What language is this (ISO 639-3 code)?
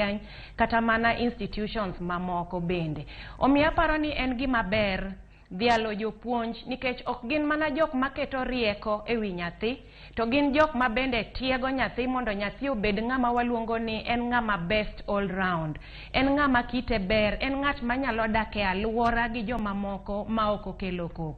luo